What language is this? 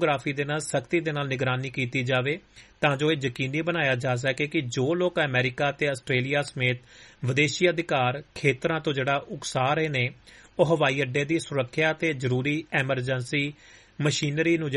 Punjabi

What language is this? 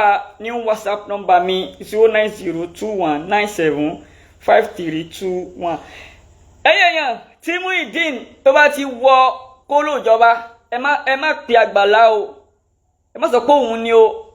Yoruba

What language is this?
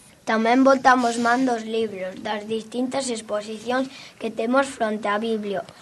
Galician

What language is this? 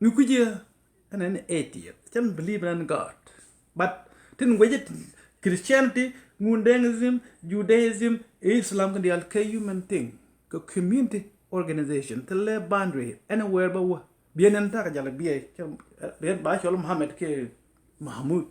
Nuer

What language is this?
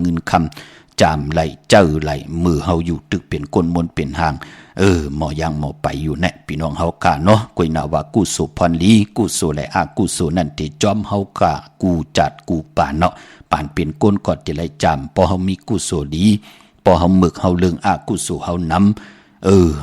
Shan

